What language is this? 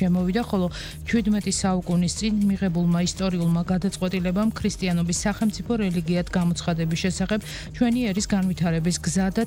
Georgian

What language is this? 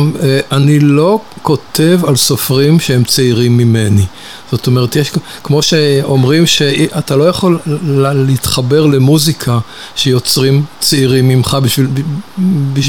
Hebrew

